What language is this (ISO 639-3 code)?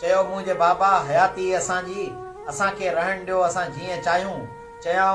snd